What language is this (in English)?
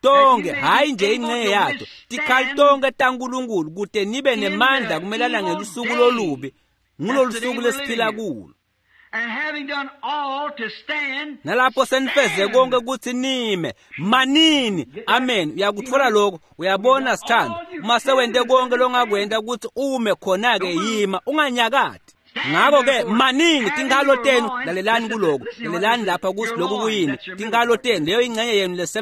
Swati